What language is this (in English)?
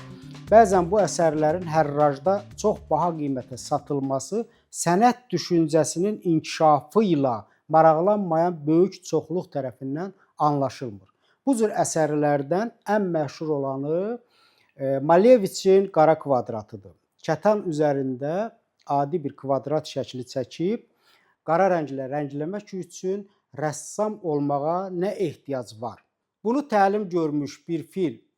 Azerbaijani